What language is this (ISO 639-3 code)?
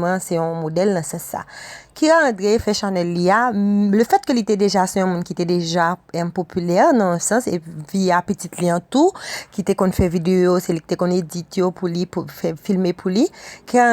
hat